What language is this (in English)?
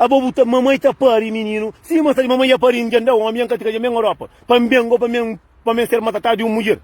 Kabuverdianu